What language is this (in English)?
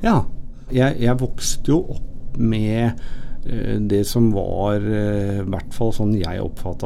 Norwegian